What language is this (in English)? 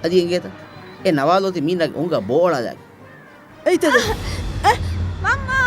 Divehi